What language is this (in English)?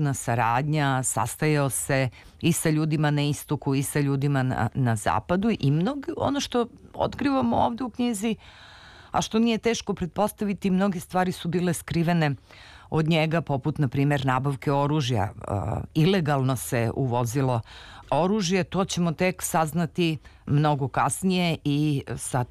Serbian